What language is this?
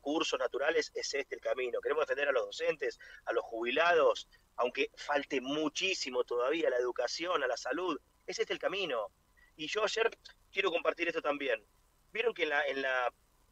Spanish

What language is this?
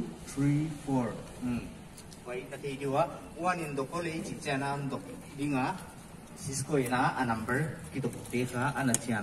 Paite Chin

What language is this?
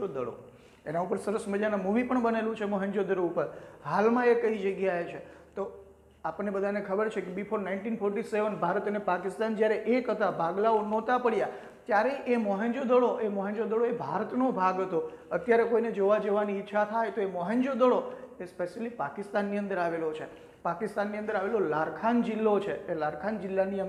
Gujarati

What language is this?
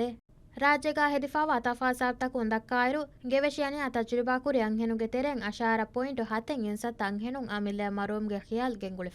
Divehi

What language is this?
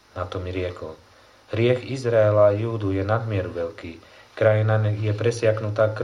Slovak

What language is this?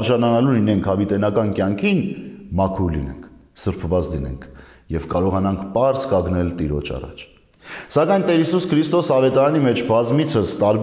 Armenian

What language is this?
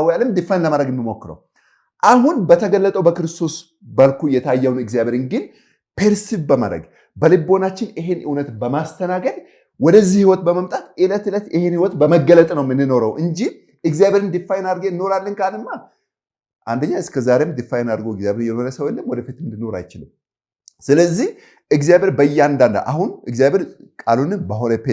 Amharic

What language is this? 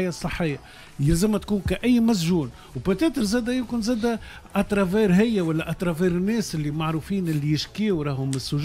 Tunisian Arabic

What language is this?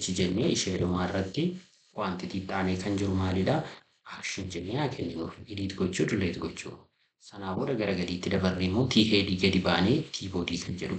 Oromo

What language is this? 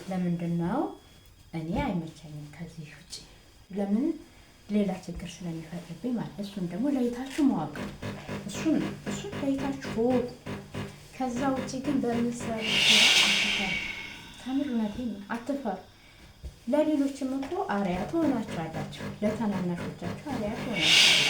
Amharic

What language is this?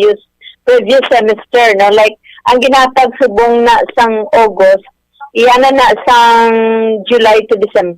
Hiligaynon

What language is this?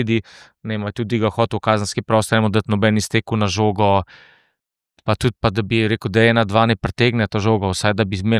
Slovenian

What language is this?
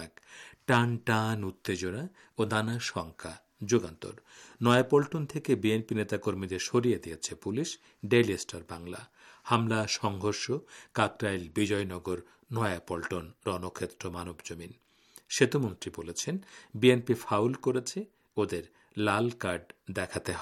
Bangla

